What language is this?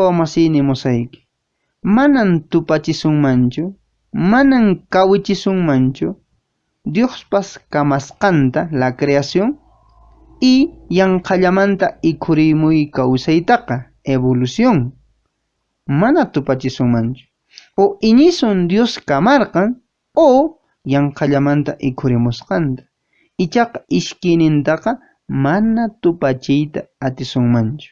Quechua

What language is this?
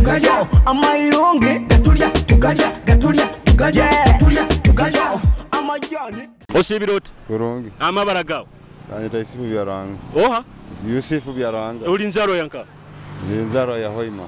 Nyoro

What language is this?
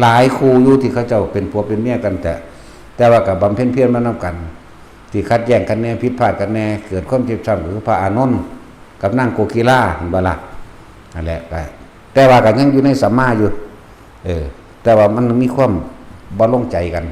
Lao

